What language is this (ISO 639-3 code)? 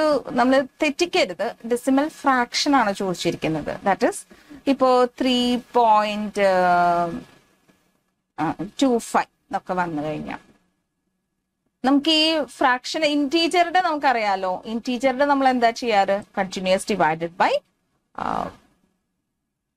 mal